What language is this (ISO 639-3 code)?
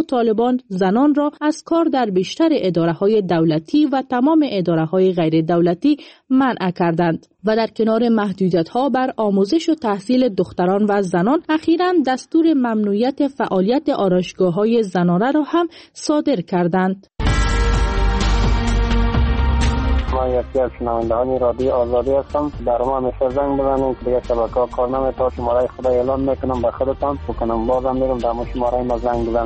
fas